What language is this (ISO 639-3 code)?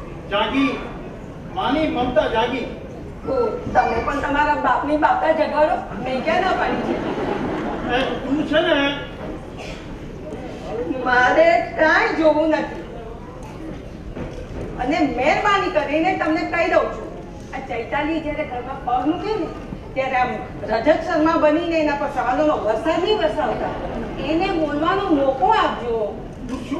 guj